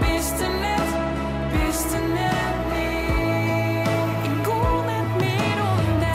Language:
Western Frisian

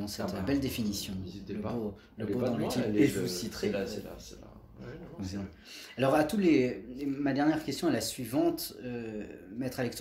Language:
French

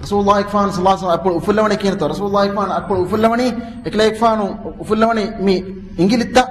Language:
Divehi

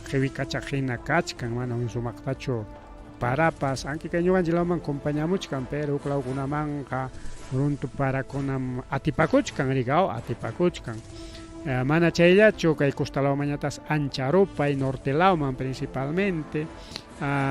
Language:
Ayacucho Quechua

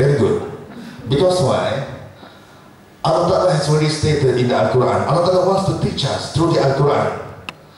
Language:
Malay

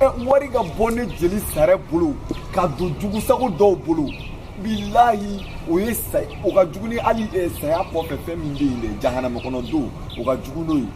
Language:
Bambara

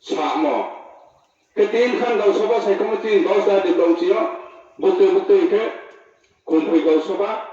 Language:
Riang (India)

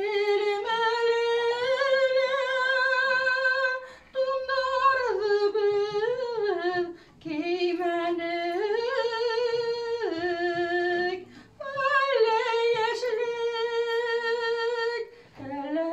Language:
Bashkir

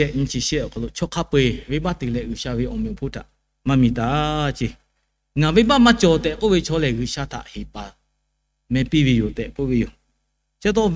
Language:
Lahu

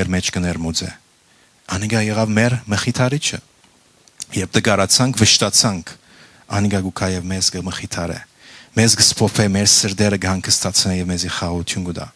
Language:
Western Armenian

